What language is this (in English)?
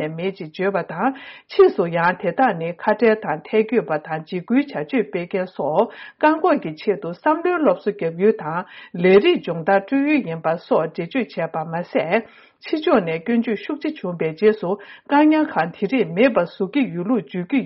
Tibetan